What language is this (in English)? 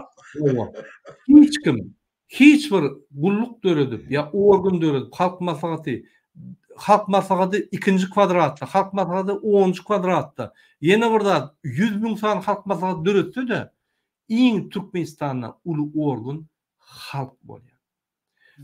Turkmen